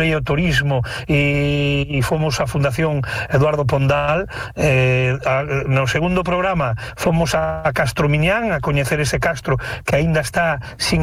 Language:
Galician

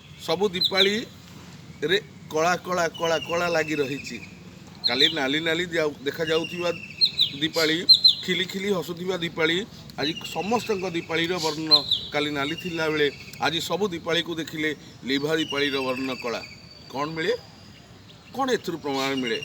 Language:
Odia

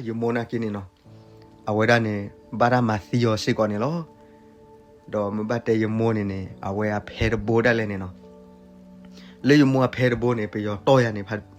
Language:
S'gaw Karen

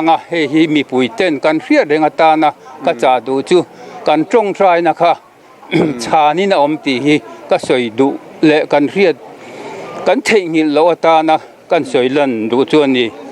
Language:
Mizo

